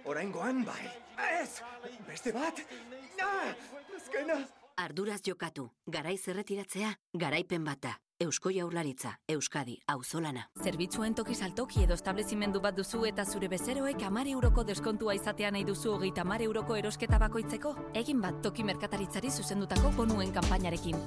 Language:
Basque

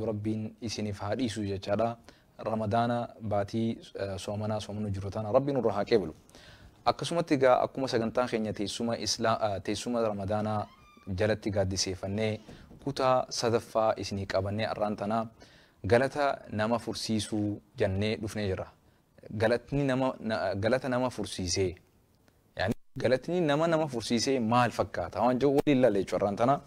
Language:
Oromo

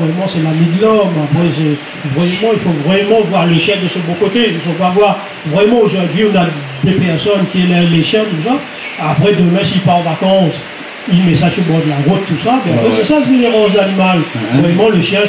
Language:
Réunion Creole French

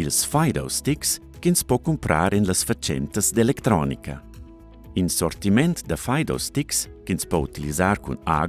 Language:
Romansh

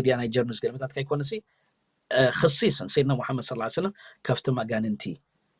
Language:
Tigrinya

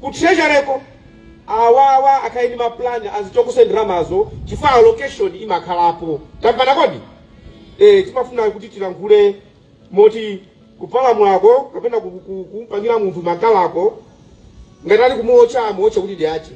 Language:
Nyanja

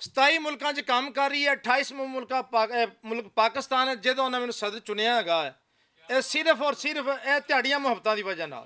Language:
Western Panjabi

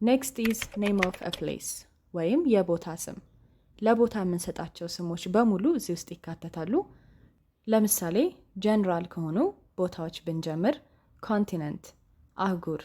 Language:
Amharic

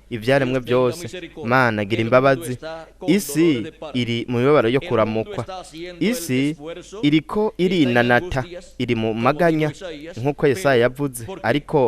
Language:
Rundi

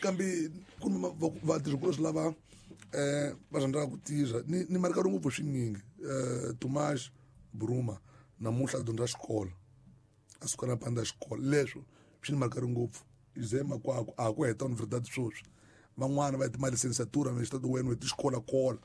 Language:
Tsonga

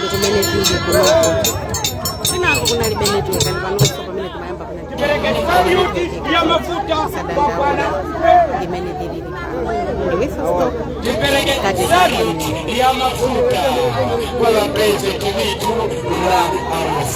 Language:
Nyanja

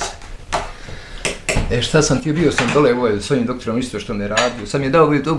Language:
Bosnian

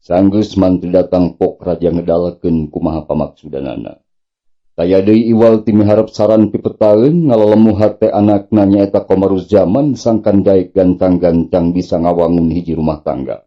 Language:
Sundanese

